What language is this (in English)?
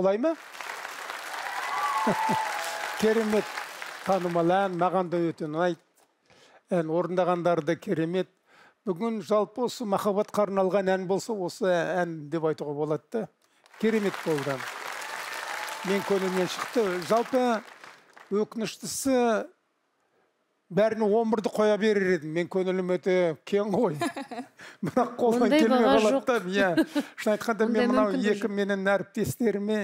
Kazakh